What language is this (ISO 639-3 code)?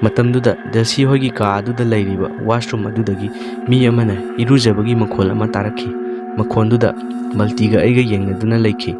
mni